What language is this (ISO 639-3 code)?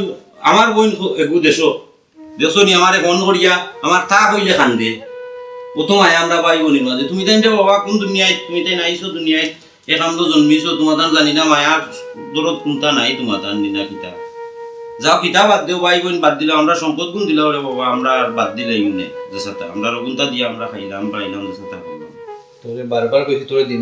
syl